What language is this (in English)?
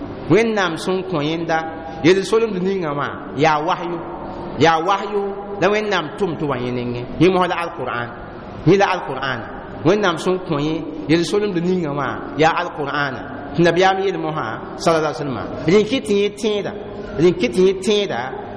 Mossi